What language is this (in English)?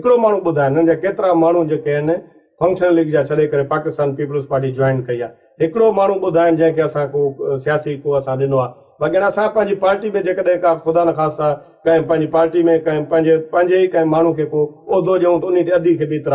Sindhi